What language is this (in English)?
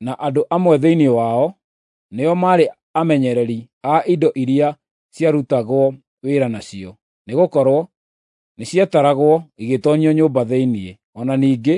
Kikuyu